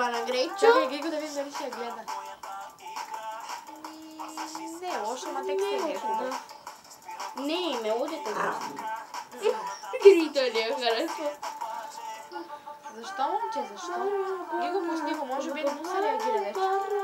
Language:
Bulgarian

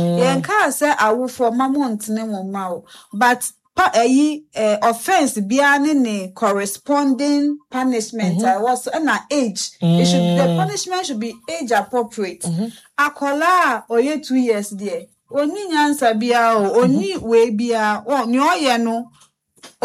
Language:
Akan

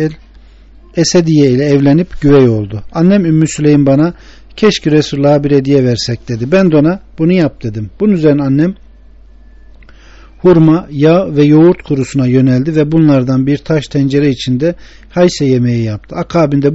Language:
Turkish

